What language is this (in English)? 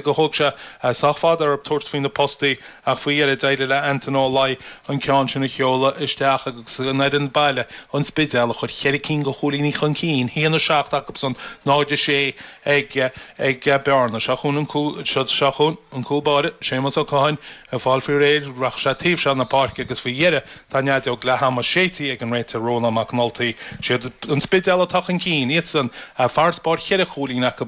Irish